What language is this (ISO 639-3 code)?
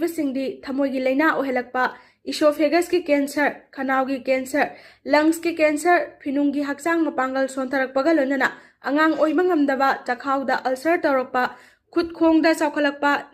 mni